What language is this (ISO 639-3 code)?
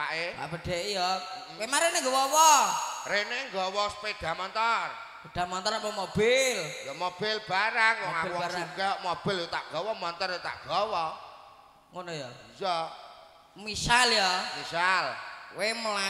jav